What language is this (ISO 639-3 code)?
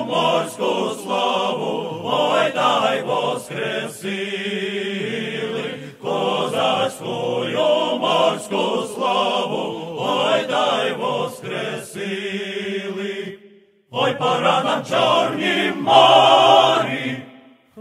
ukr